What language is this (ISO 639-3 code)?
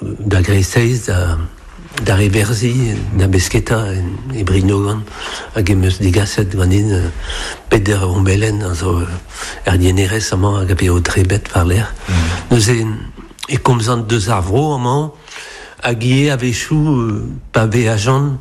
bre